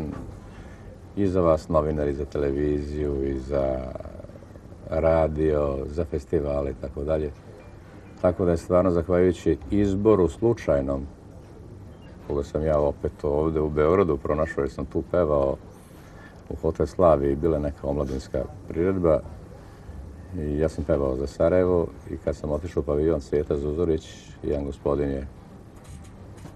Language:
Serbian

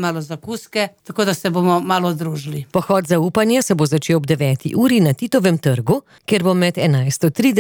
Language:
Slovenian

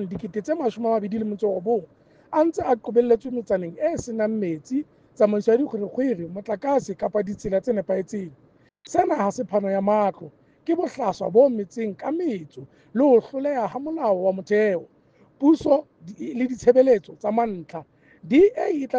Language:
Southern Sotho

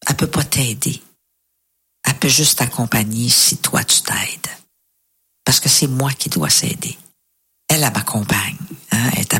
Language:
French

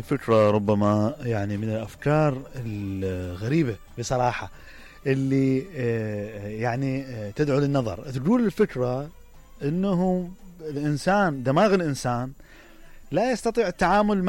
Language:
Mesopotamian Arabic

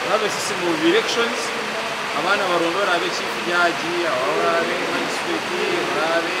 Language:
Nyankole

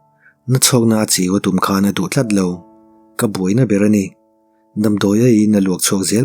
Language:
Mizo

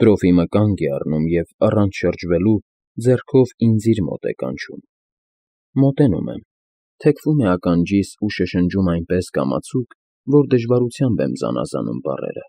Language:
Armenian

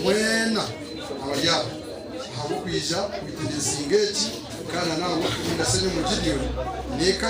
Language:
Nyankole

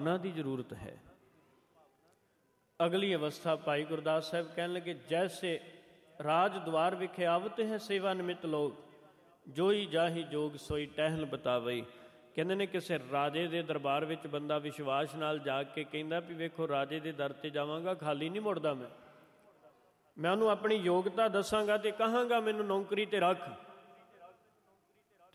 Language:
Punjabi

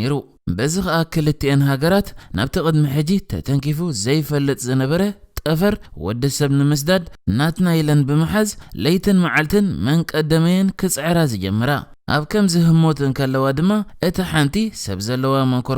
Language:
Tigrinya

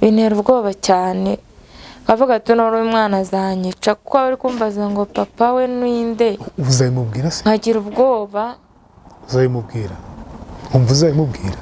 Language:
Kinyarwanda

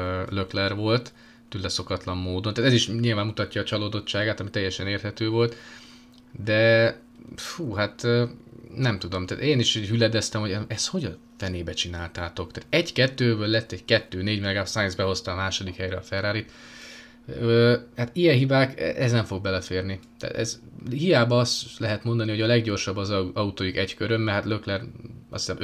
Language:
Hungarian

